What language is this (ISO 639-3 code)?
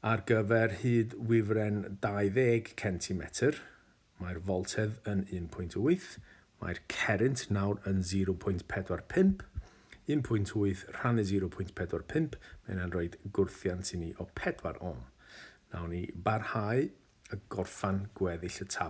cym